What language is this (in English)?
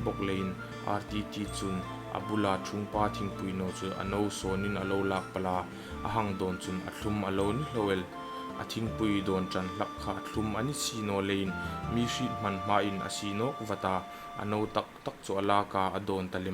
Hmar